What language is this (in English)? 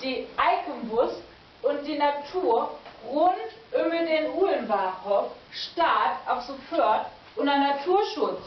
Low German